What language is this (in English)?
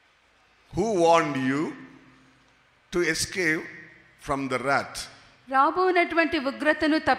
Telugu